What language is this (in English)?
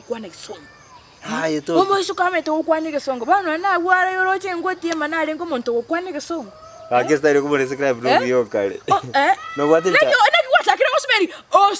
Gusii